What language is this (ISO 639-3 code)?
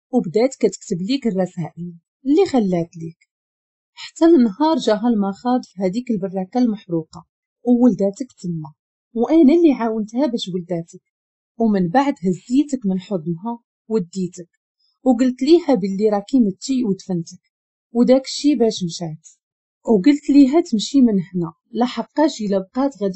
ary